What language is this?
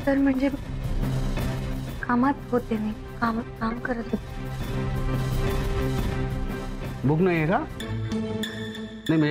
Marathi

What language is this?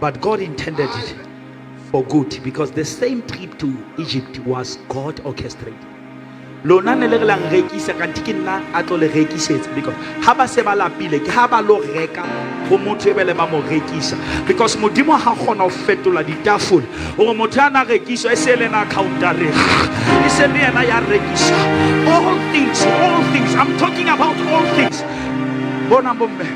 Southern Sotho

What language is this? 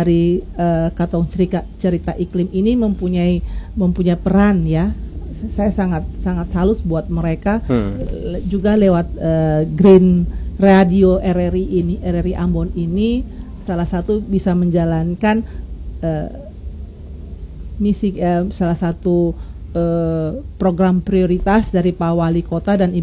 Indonesian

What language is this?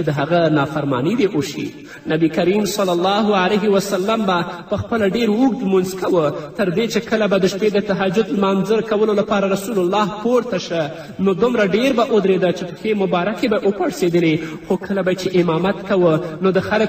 Pashto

